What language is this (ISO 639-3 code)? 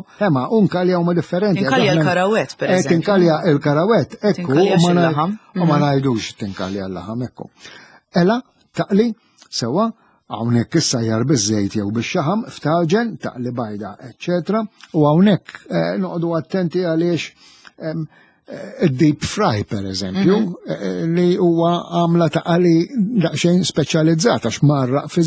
mlt